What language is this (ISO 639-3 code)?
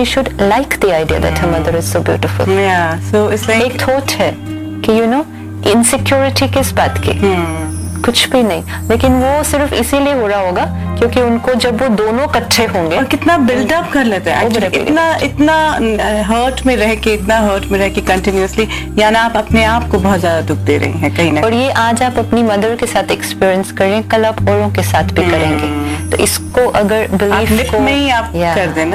hin